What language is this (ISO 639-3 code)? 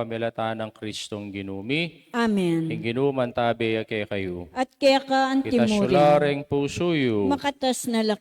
pam